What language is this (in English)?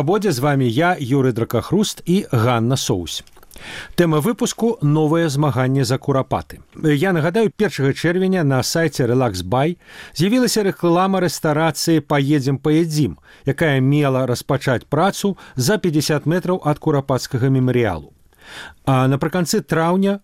Belarusian